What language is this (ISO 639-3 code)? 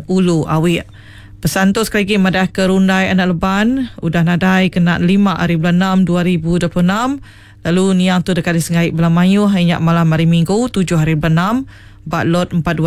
iba